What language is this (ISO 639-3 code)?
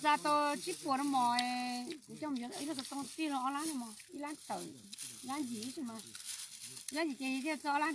hmn